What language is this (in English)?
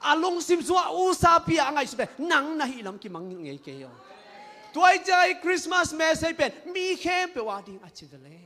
Tedim Chin